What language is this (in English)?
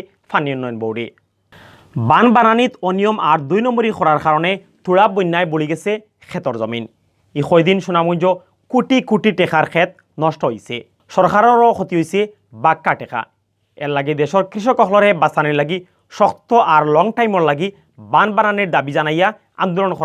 Sylheti